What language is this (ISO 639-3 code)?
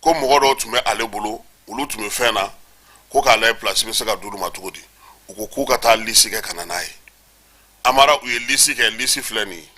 bam